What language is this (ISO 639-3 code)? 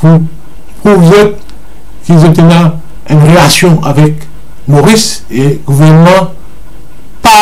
mfe